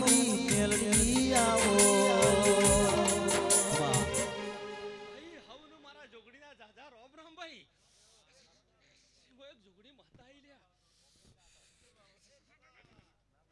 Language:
Gujarati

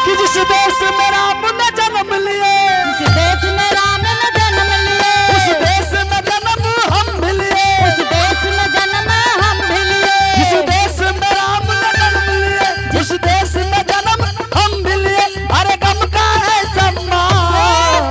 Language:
Angika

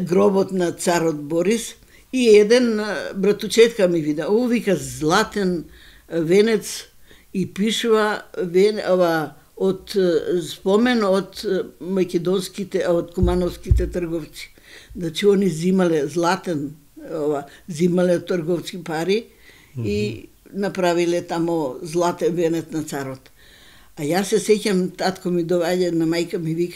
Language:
Macedonian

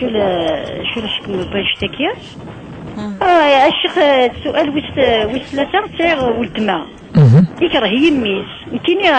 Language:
Kabyle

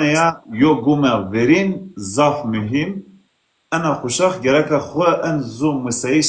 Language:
Zaza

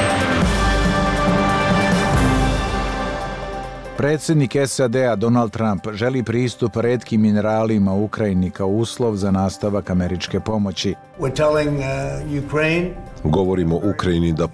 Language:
Bosnian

